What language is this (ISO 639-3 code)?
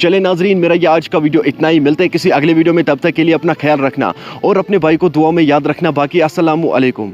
kas